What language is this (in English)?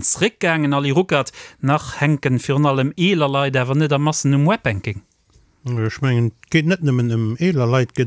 Luxembourgish